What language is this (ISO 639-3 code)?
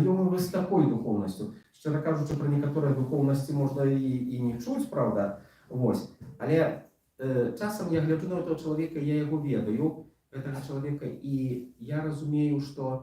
bel